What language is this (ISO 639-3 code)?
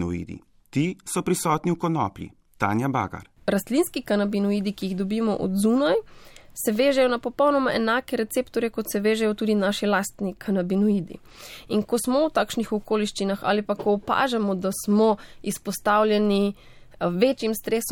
slv